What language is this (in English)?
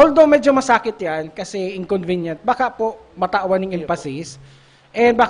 Bikol